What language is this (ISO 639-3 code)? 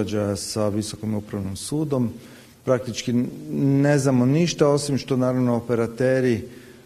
hrv